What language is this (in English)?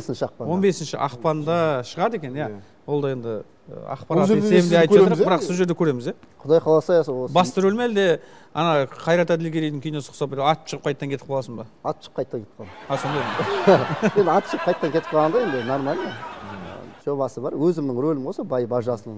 Kazakh